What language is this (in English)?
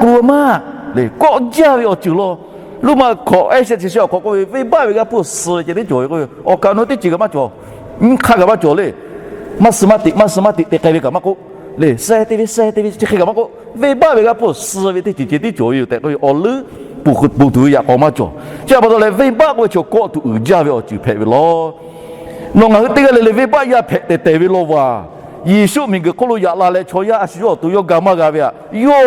Lahu